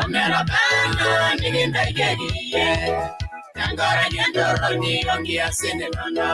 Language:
Masai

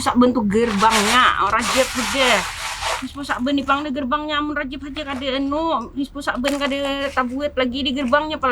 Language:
Banjar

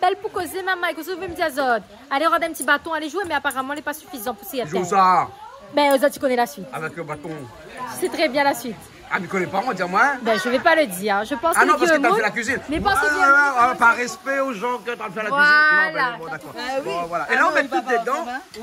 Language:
Réunion Creole French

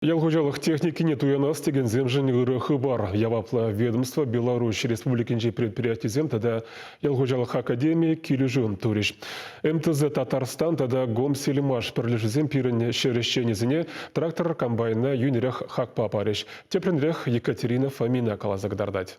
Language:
Chuvash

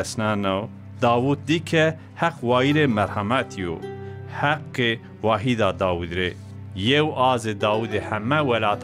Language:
Zaza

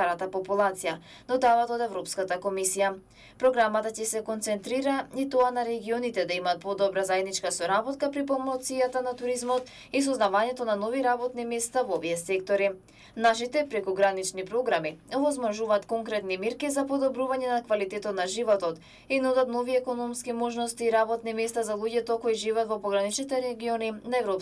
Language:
Macedonian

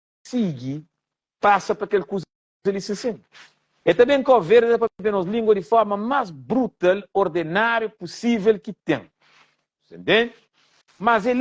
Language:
Kabuverdianu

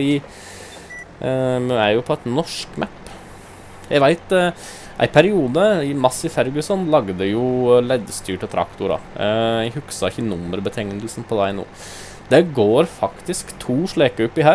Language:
Norwegian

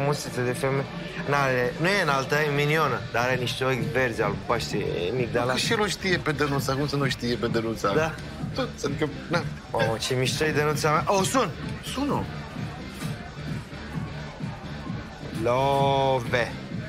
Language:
Romanian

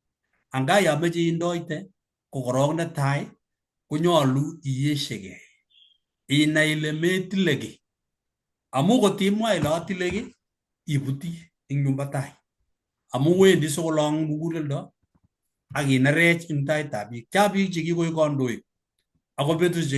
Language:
Kalenjin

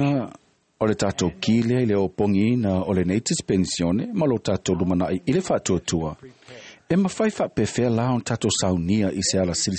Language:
Samoan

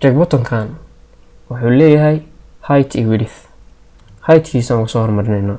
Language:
Somali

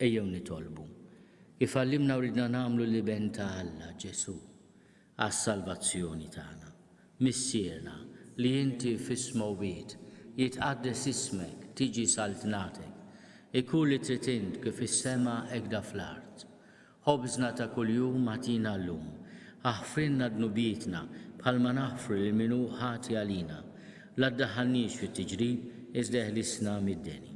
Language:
Maltese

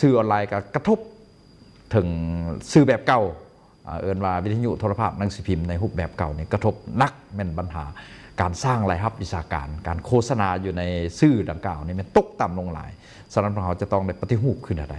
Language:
Lao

